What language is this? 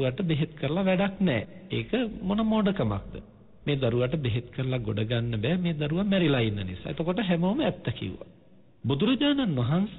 Sinhala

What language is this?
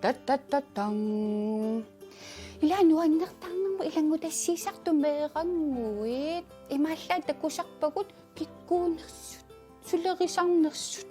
Kalaallisut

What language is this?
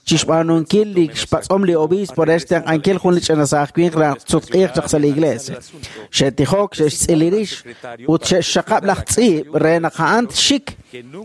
Kekchí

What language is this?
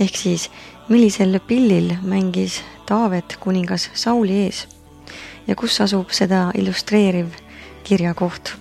Estonian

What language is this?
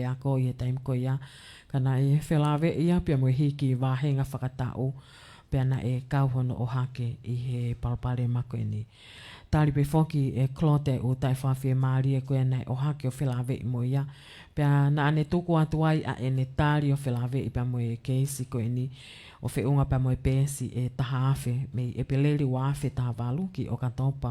Tongan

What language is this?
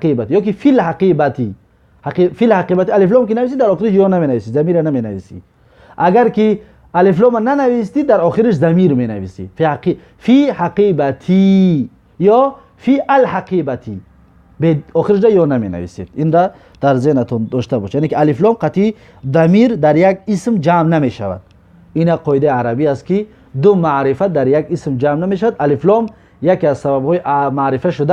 Tajik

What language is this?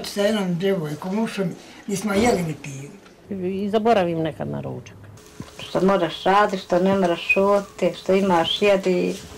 Bosnian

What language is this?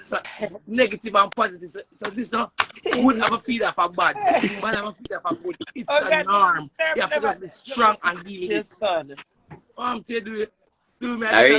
Jamaican Creole English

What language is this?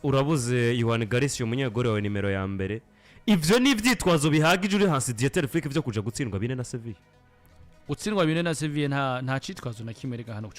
Rundi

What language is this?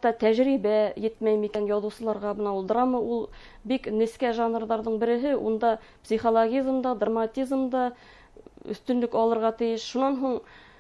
Bashkir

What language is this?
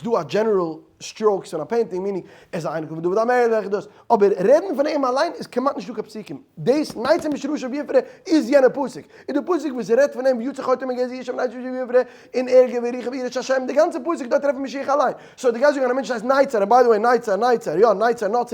Yiddish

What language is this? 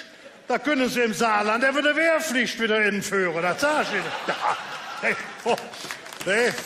Colognian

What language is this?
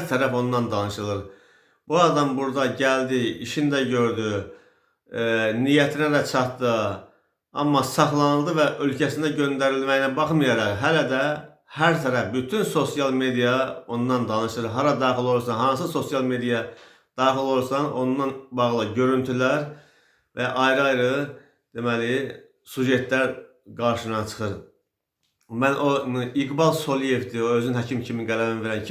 Azerbaijani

